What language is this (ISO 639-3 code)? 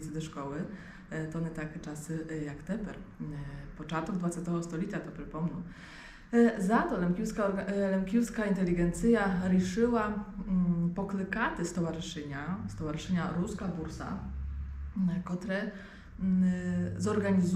rue